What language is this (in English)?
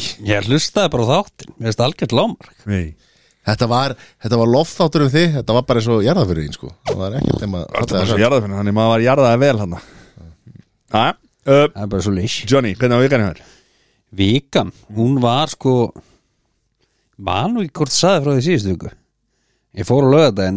Icelandic